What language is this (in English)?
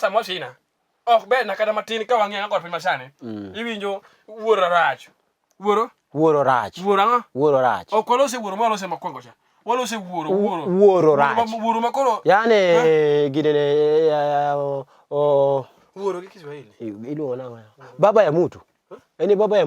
Luo (Kenya and Tanzania)